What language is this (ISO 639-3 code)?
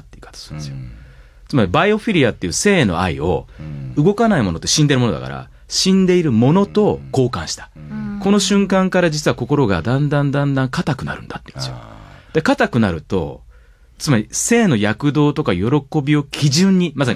jpn